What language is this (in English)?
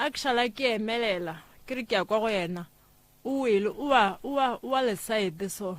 Northern Sotho